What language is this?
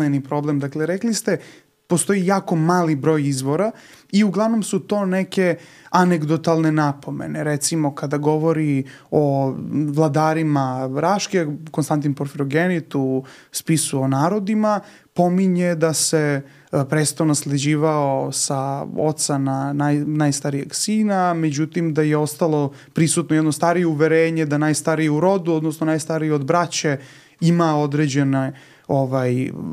Serbian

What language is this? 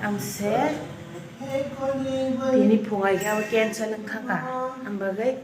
Kok Borok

